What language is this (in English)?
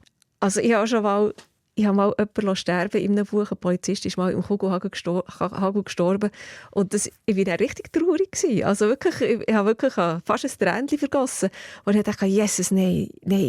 Swiss German